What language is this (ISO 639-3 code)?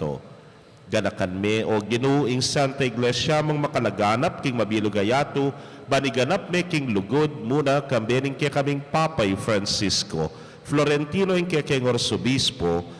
pam